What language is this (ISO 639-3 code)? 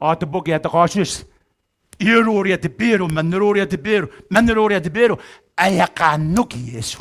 gil